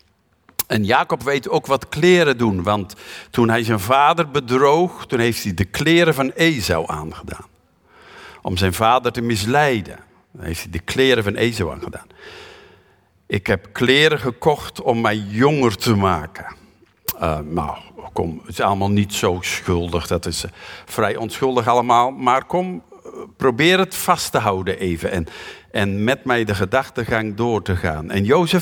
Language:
Dutch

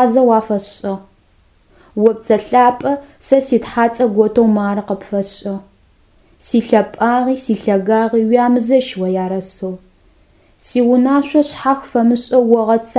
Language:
Adyghe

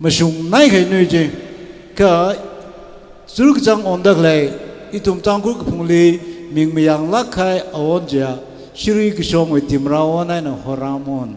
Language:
Tangkhul Naga (India)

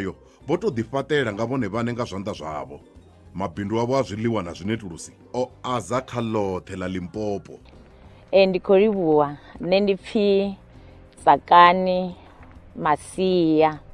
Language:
Venda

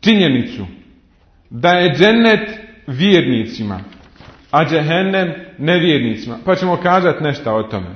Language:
Bosnian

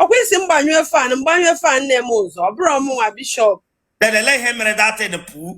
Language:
Igbo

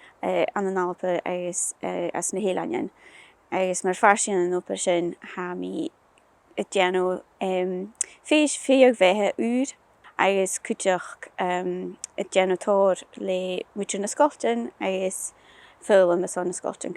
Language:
Scottish Gaelic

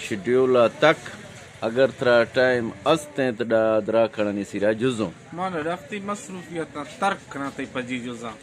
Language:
Eastern Balochi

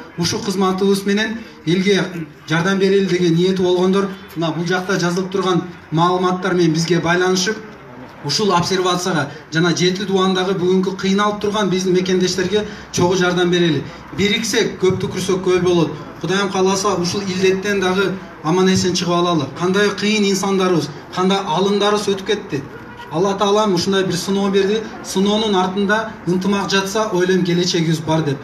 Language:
Kyrgyz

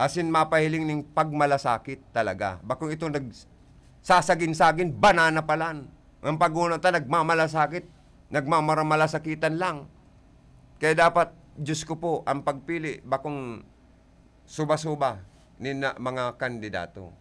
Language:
Bikol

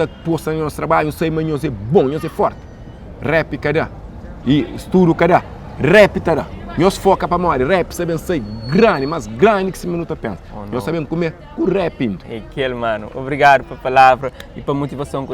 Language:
Kabuverdianu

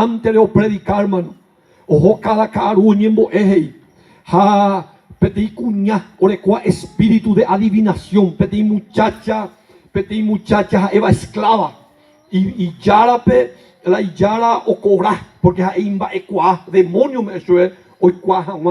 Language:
Guarani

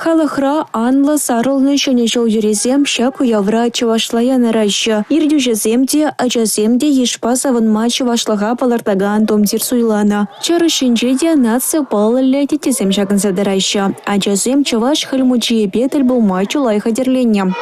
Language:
Chuvash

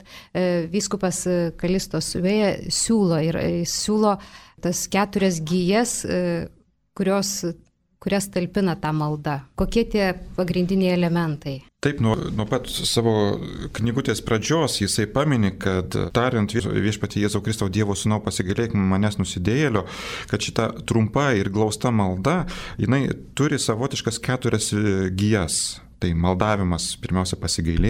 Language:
Lithuanian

